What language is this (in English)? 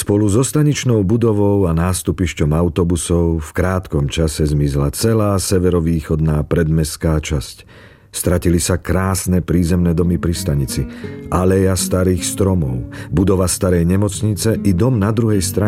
Slovak